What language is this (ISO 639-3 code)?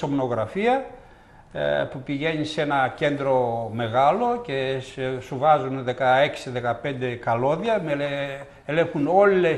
ell